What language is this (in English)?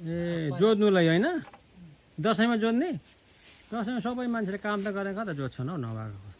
Nepali